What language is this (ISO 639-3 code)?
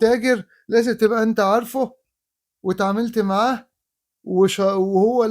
arz